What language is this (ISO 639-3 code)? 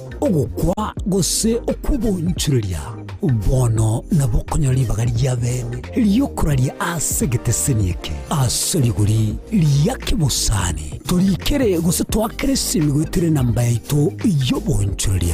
guz